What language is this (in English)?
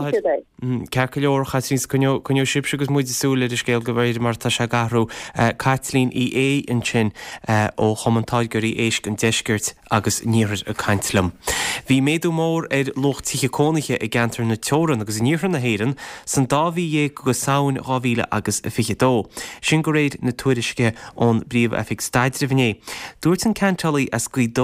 Irish